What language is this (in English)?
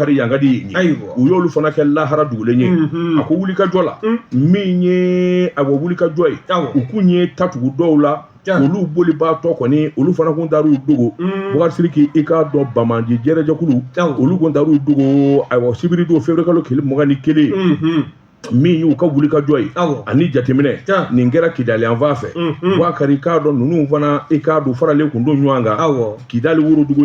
Bambara